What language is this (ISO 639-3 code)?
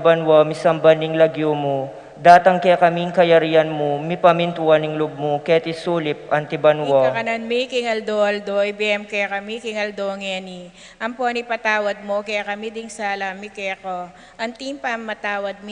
pam